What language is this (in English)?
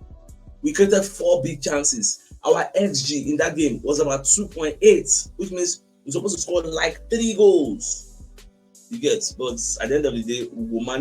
Nigerian Pidgin